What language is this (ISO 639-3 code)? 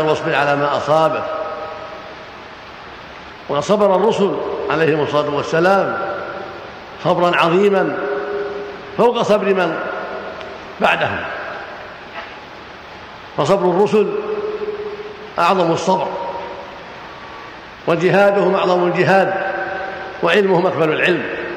ara